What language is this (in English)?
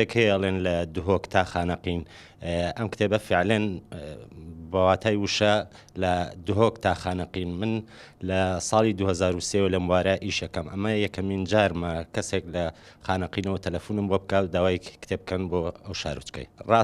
Central Kurdish